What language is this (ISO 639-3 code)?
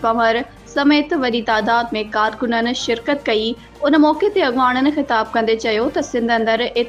snd